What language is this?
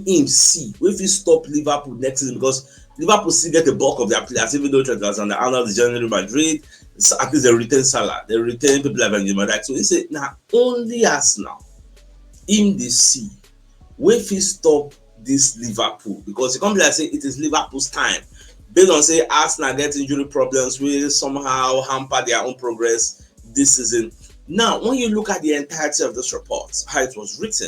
Nigerian Pidgin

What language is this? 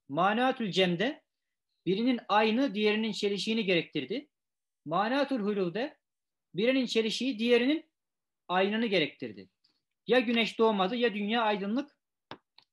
Turkish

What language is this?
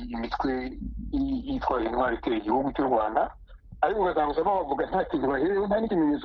Kinyarwanda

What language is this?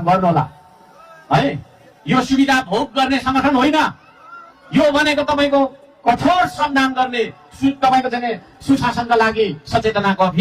Nepali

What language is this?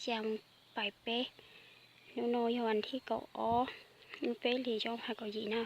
Hmong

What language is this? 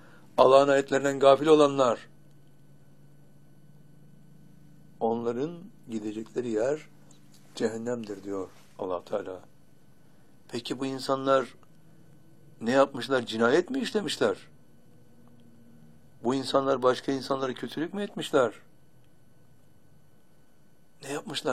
Turkish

